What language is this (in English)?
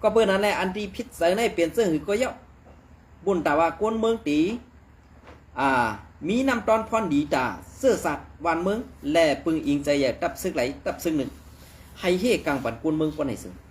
Shan